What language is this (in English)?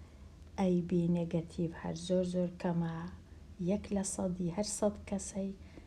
Central Kurdish